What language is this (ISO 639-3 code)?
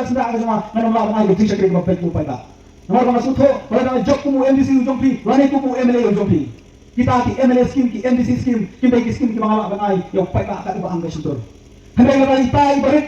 kha